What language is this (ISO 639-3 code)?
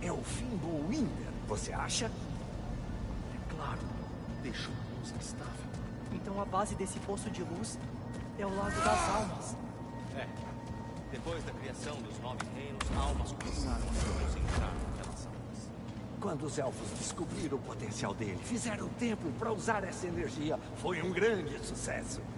por